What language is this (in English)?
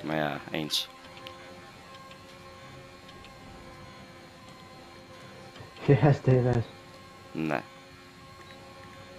Dutch